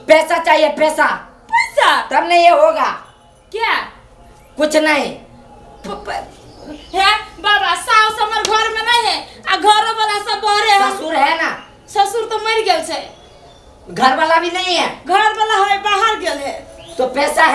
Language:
Maithili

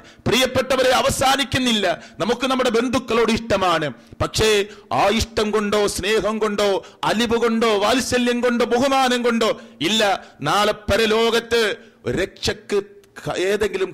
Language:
Malayalam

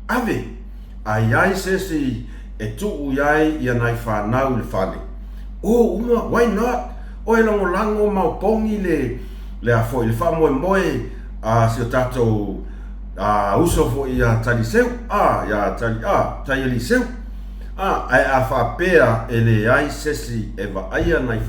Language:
Samoan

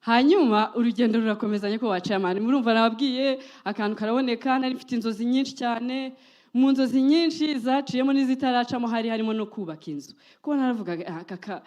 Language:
Kinyarwanda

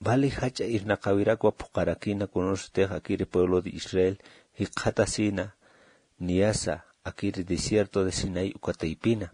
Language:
Aymara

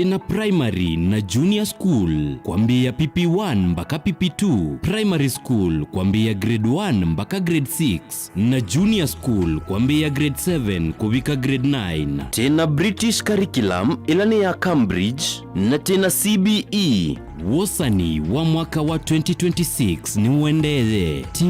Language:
Kamba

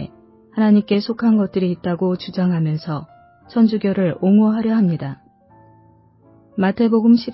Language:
Korean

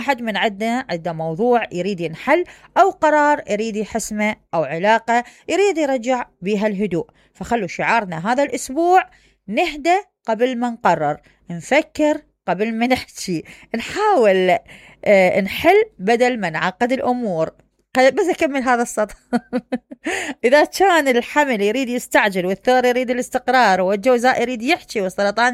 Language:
Mesopotamian Arabic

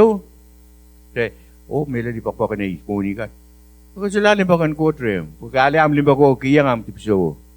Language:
Pohnpeian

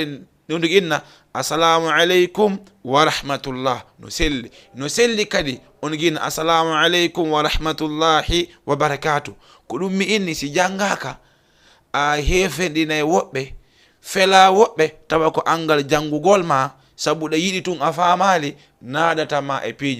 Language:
Fula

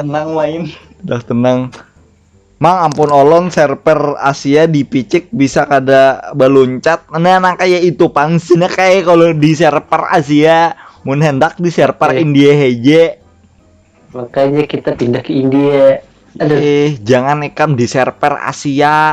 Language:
Banjar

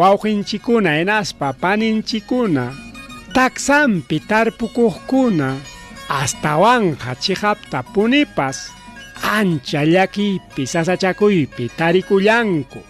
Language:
Ayacucho Quechua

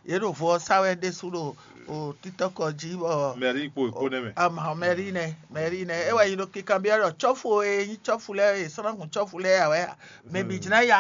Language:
Fon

